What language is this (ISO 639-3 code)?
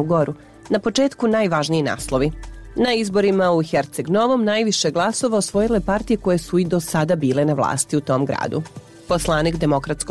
srp